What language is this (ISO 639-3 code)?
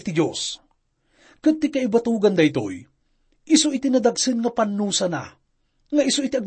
ilo